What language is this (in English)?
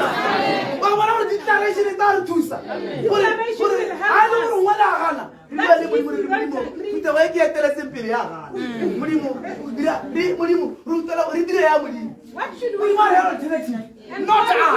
Tswana